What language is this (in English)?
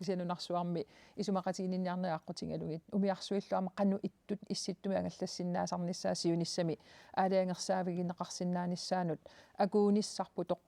Kalaallisut